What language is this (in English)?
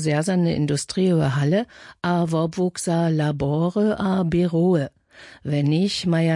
Upper Sorbian